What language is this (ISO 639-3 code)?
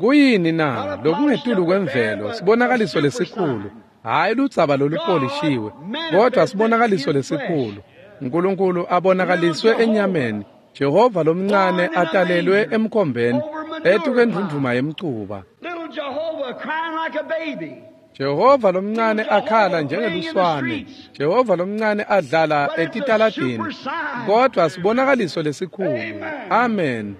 ssw